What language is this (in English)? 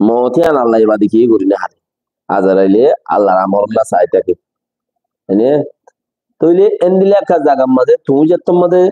Rohingya